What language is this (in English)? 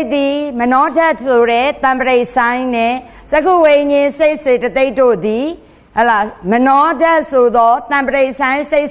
Burmese